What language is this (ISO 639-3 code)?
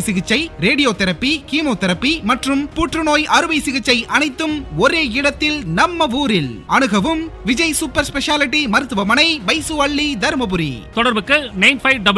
tam